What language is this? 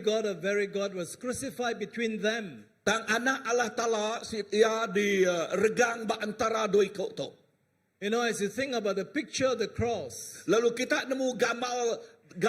Iban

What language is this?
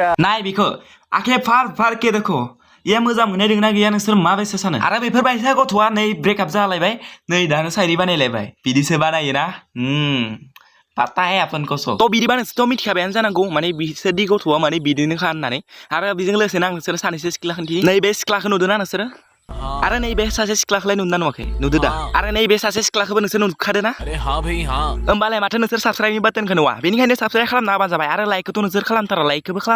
Bodo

